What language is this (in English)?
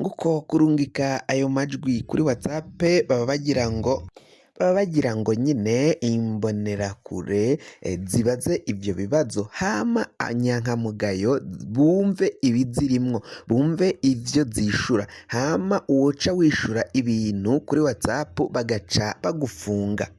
Rundi